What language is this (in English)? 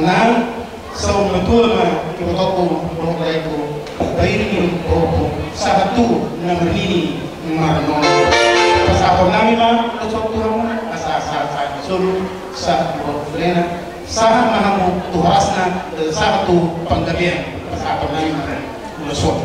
Batak Toba